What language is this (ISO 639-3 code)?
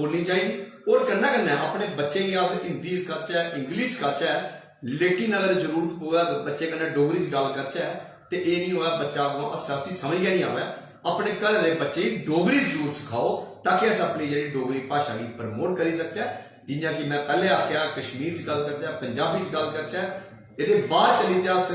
doi